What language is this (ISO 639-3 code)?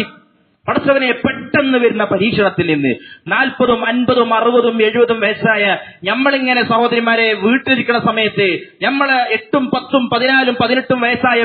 mal